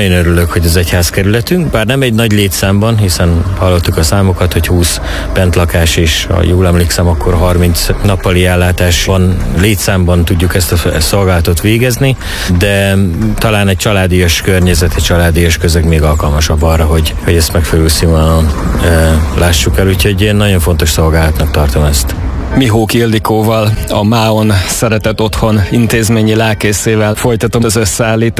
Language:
Hungarian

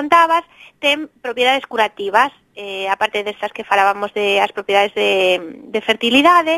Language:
Galician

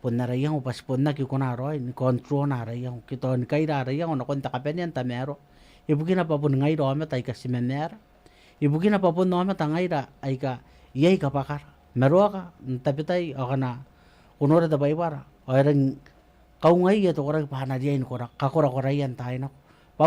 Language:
Gilbertese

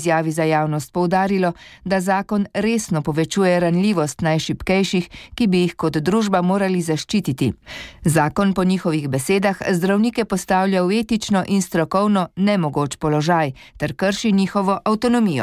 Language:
Slovenian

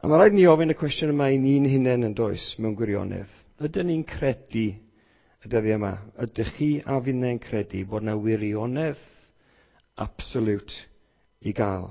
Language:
Welsh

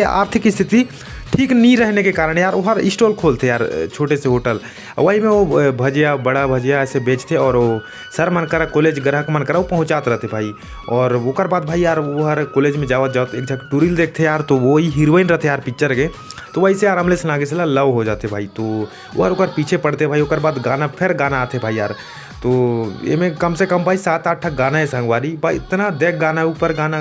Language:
Chhattisgarhi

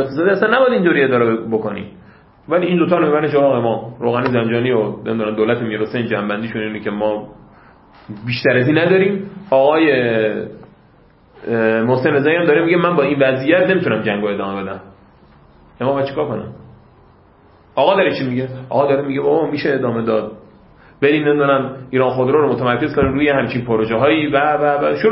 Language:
Persian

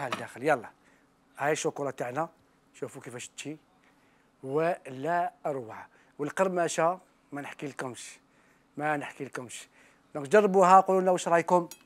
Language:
Algerian Arabic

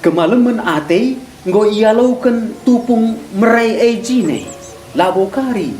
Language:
Batak Karo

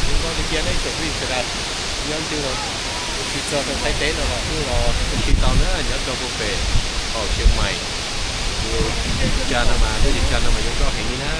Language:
Hmong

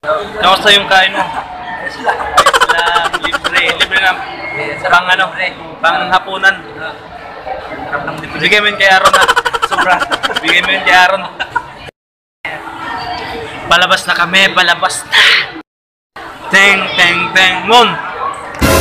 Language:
Filipino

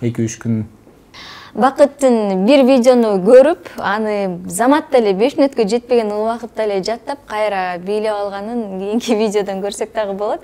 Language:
Kyrgyz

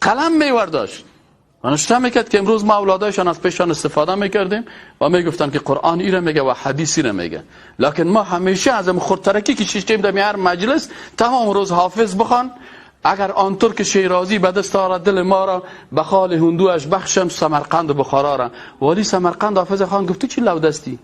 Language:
Persian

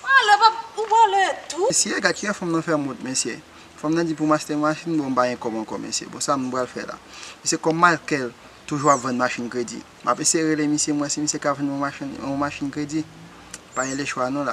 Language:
Haitian Creole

